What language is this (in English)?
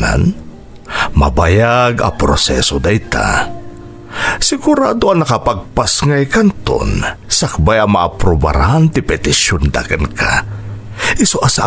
Iloko